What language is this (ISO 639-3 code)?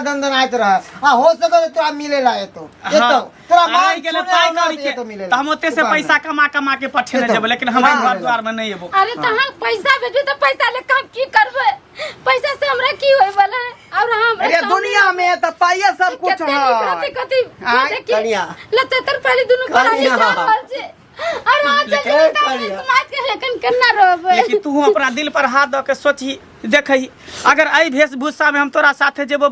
mai